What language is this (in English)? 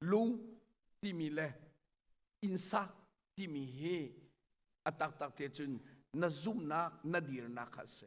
Hakha Chin